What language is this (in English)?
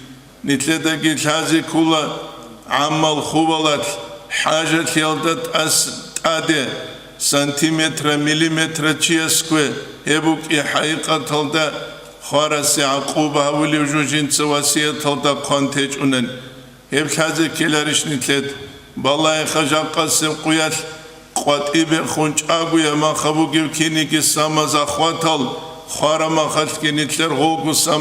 Avaric